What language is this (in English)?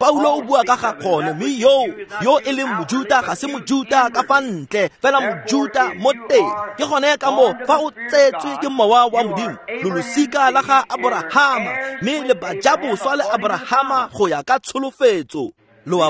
Tswana